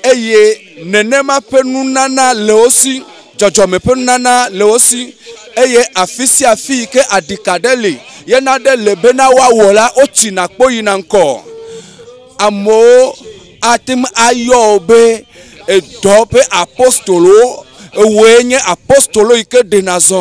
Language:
Ewe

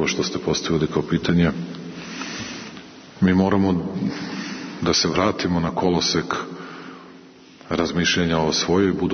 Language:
Serbian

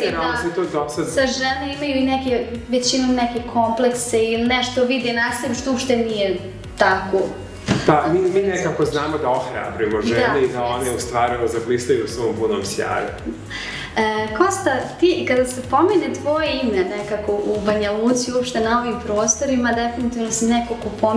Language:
Serbian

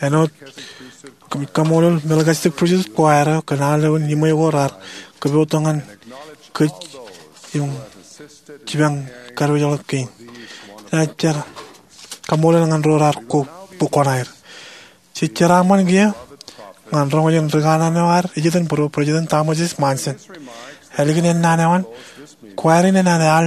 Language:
Marshallese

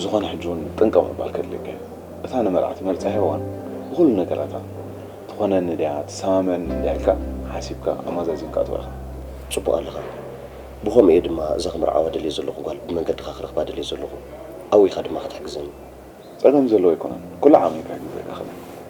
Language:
Tigrinya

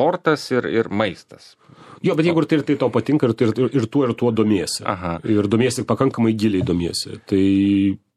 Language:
Lithuanian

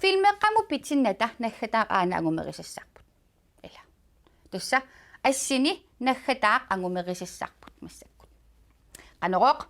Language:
Kalaallisut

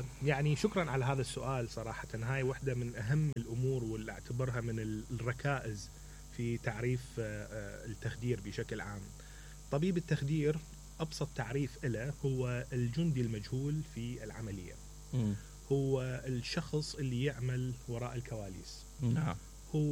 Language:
Mesopotamian Arabic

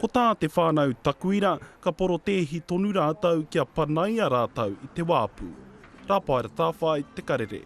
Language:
Māori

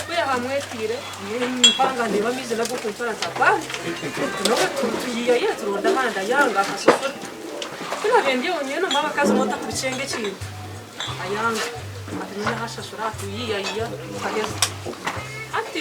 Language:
Nyankole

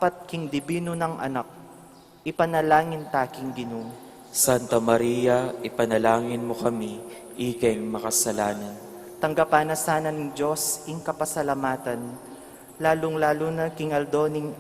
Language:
Pampanga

